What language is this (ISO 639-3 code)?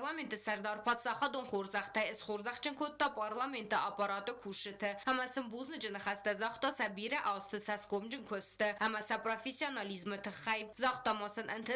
oss